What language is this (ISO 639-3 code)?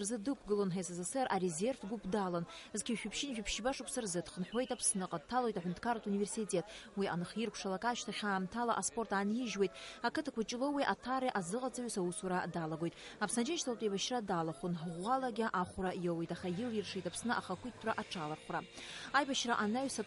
abk